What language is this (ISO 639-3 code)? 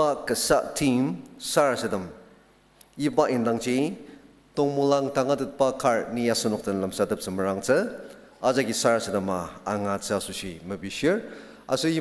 njo